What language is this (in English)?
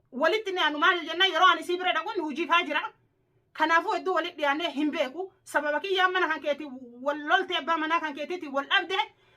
Oromo